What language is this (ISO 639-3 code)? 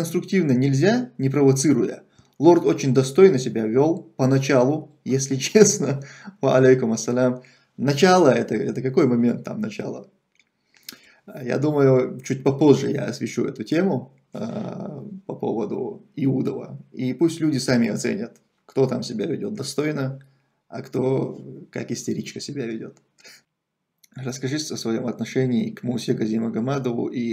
rus